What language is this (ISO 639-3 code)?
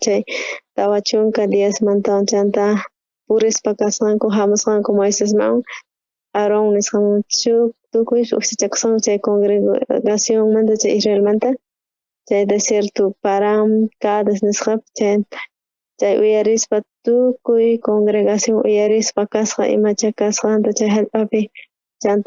quh